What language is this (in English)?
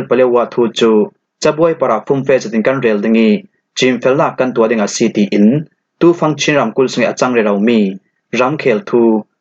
Falam Chin